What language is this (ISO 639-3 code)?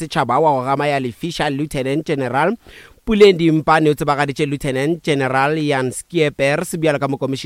nso